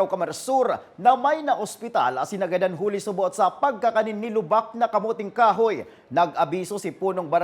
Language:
Bikol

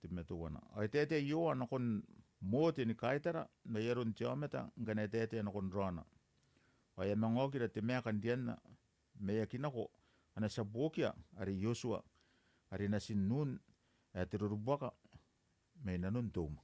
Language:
Gilbertese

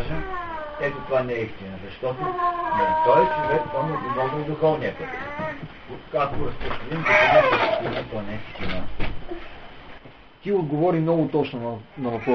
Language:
Bulgarian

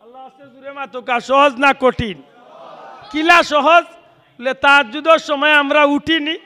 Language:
Sylheti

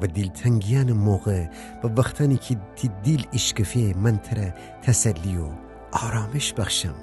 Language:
Gilaki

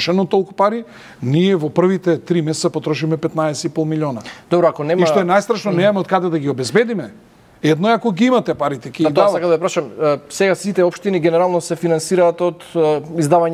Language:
Macedonian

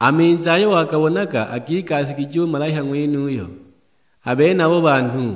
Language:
Sukuma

